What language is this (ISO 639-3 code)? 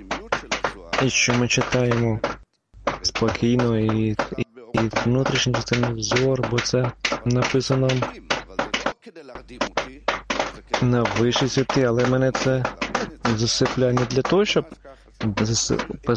ukr